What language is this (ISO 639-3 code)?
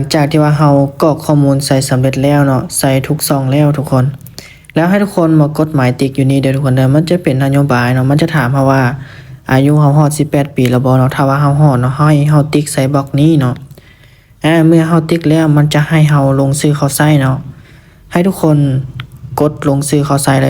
lao